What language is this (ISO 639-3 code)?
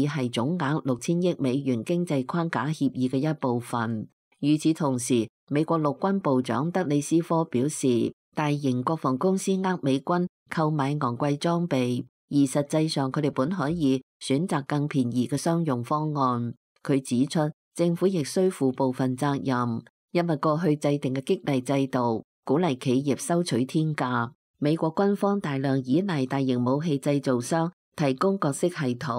yue